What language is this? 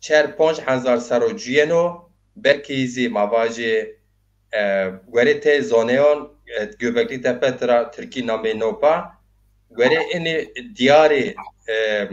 Zaza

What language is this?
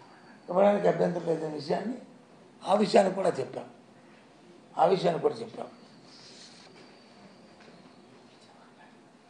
Telugu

